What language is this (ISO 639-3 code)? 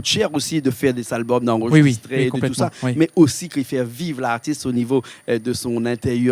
rcf